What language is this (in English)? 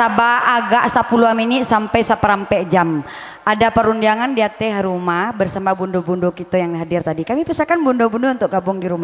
Minangkabau